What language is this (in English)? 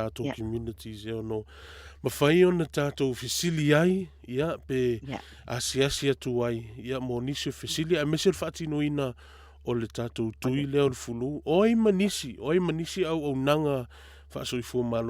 Samoan